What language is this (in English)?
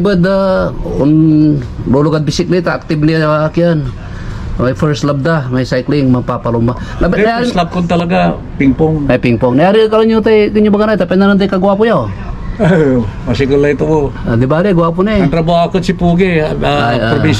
Pangasinan